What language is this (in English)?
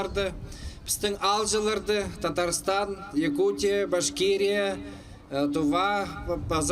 Khakas